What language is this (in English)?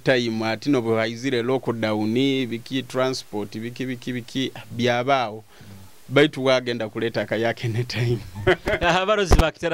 Nyoro